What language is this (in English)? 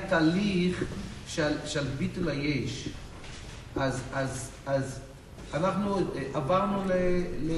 Hebrew